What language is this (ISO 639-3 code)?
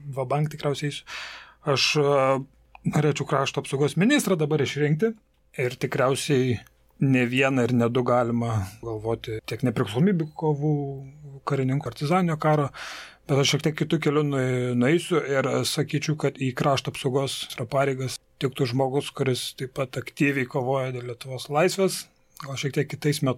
lit